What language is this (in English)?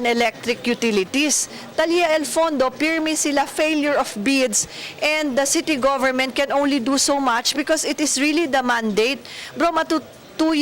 Chavacano